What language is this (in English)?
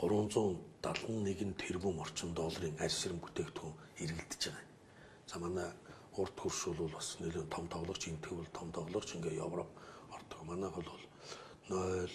Mongolian